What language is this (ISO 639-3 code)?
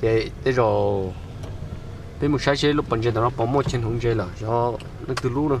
hmn